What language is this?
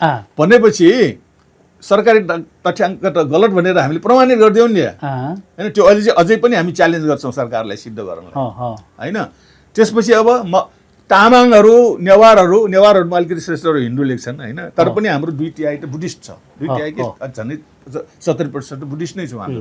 Nepali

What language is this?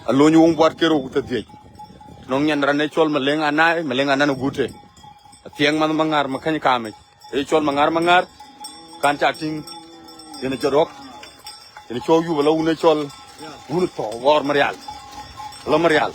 Dinka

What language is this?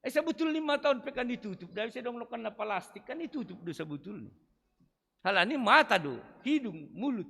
Batak Simalungun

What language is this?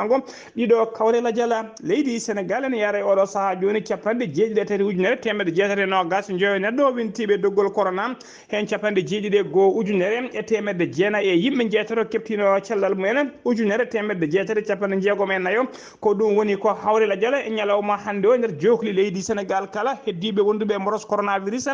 Fula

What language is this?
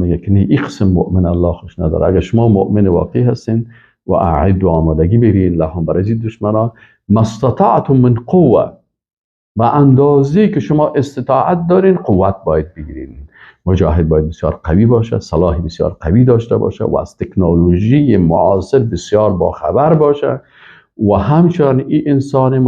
Persian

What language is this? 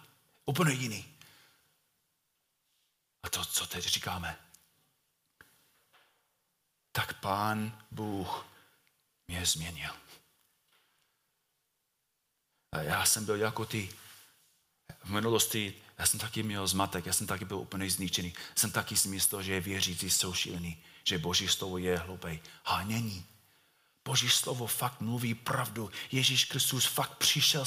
Czech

